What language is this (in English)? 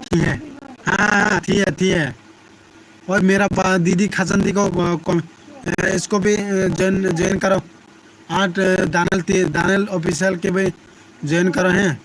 Kok Borok